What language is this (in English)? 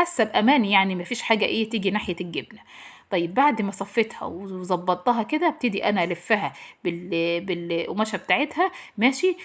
Egyptian Arabic